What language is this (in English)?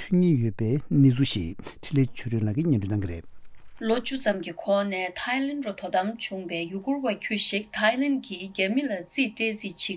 Tibetan